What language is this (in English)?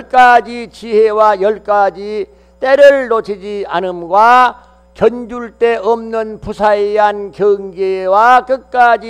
Korean